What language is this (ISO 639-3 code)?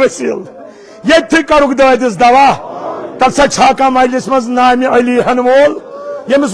kas